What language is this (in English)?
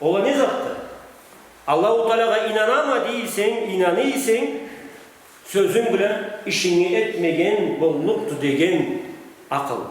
Karachay-Balkar